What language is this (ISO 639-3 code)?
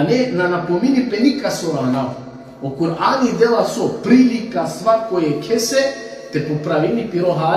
rmn